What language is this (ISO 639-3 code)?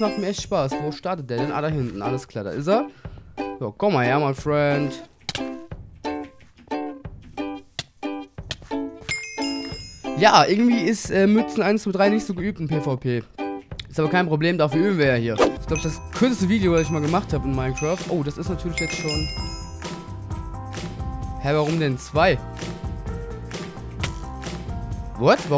deu